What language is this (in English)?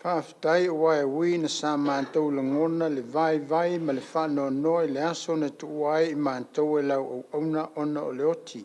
Samoan